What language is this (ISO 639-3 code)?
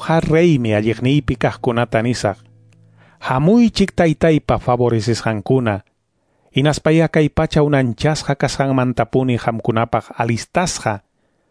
que